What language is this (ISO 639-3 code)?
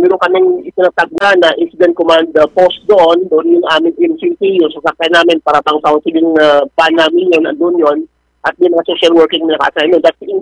fil